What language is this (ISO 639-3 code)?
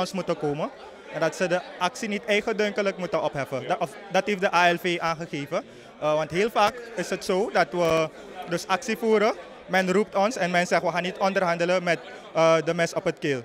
nld